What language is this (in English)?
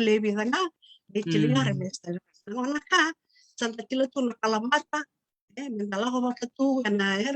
Fijian